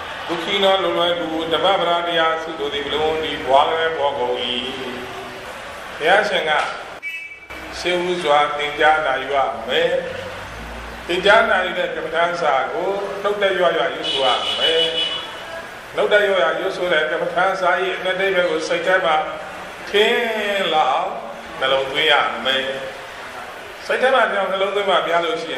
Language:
Burmese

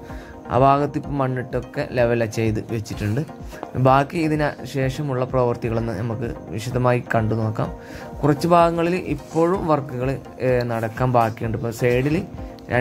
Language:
Malayalam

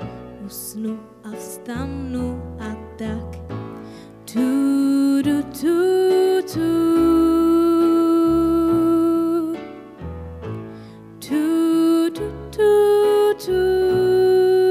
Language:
Czech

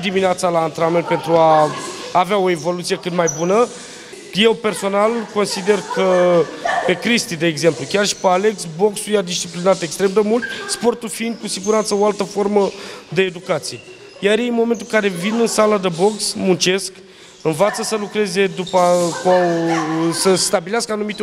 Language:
Romanian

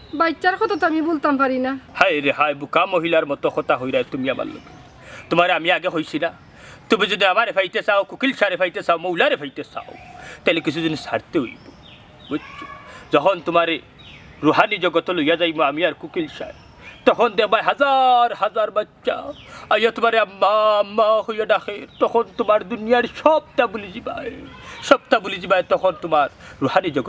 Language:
Sylheti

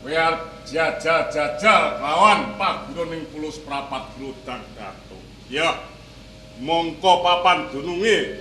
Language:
Javanese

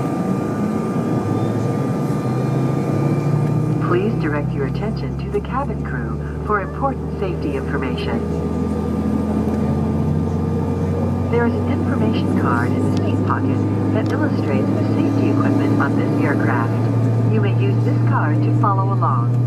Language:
English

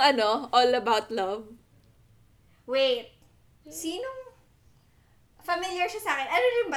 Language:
Filipino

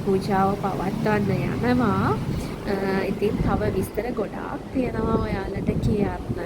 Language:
Sinhala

